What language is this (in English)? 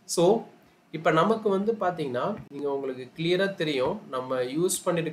Tamil